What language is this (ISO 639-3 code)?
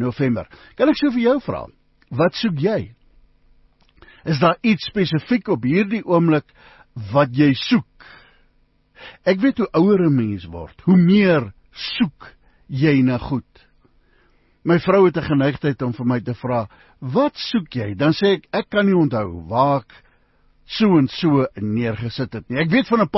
afr